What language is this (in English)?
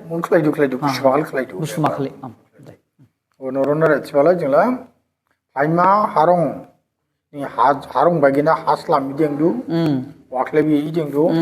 Dimasa